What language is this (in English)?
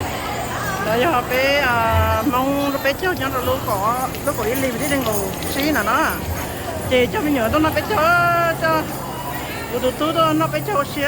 Hmong